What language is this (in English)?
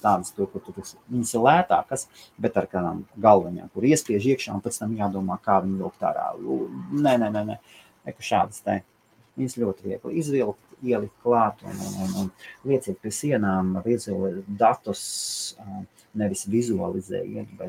Latvian